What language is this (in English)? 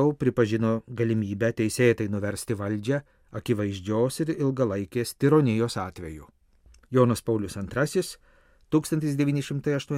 Lithuanian